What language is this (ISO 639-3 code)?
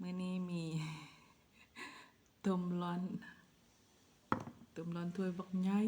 lao